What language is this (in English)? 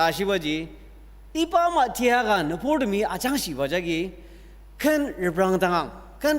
Ao Naga